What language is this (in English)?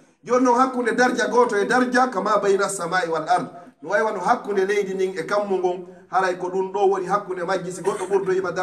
Pular